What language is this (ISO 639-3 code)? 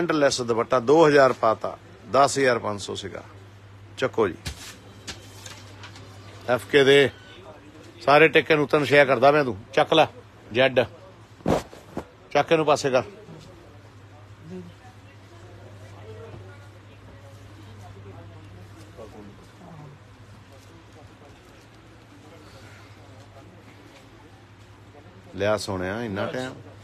pan